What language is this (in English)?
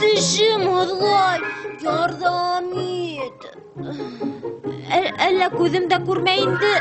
Bashkir